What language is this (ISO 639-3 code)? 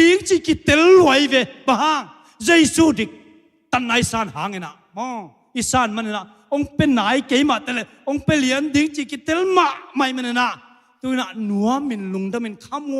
ctd